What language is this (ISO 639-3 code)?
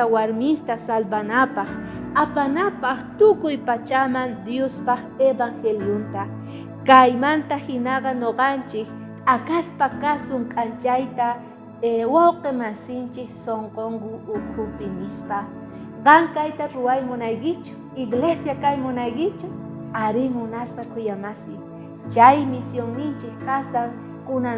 quh